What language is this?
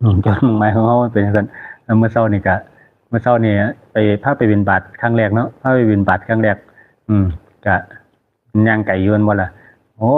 Northeastern Thai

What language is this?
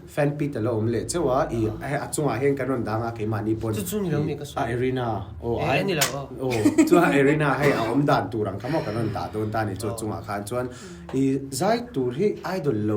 Mizo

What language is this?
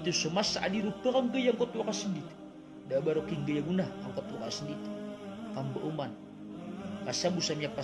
Maranao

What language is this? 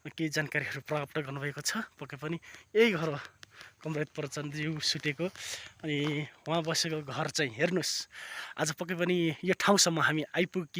Nepali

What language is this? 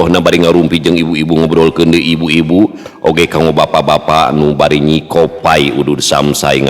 Sundanese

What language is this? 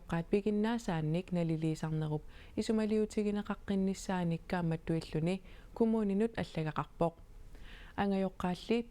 Kalaallisut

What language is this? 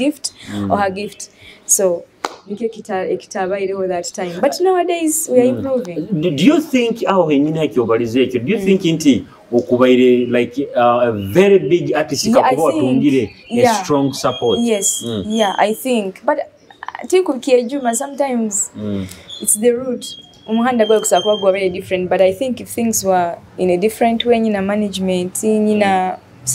Nyoro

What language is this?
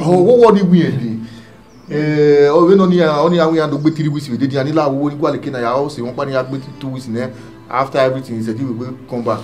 Bini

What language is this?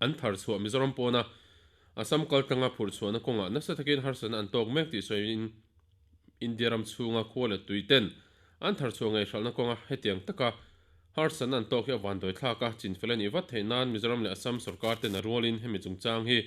Mizo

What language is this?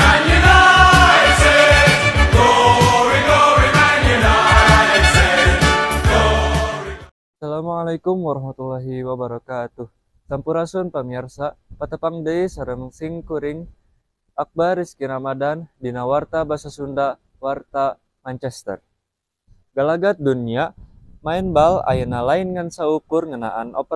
Sundanese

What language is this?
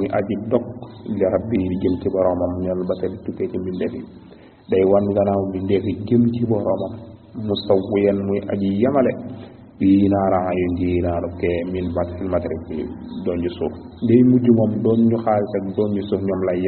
Wolof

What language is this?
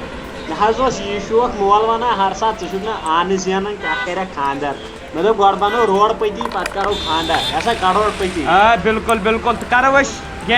Kashmiri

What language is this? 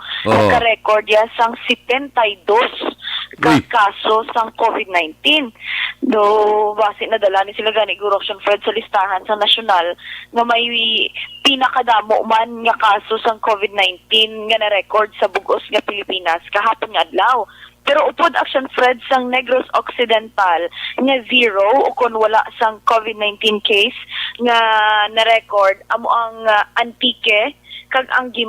Hiligaynon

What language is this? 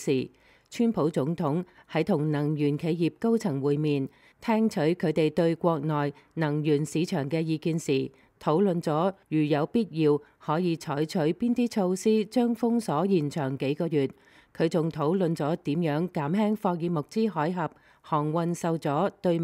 Cantonese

